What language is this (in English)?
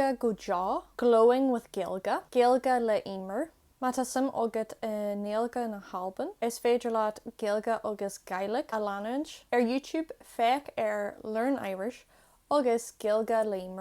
Irish